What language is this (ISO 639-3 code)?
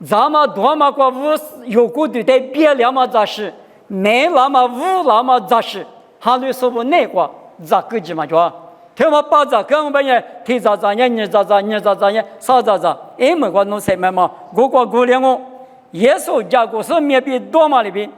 lis